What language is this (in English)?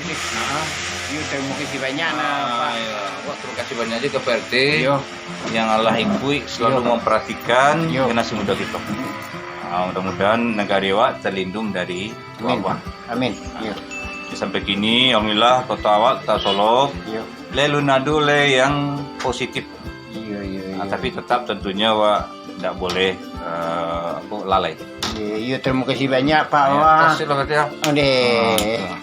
Minangkabau